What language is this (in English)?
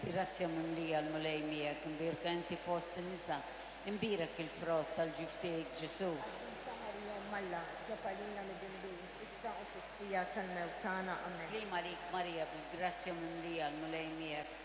Maltese